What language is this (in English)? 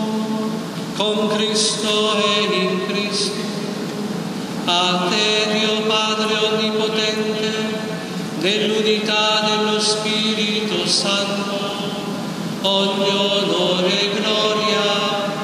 Italian